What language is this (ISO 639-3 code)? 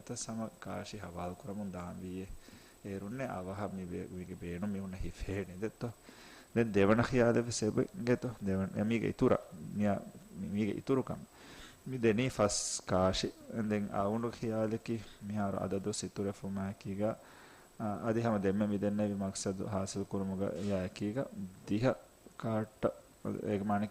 div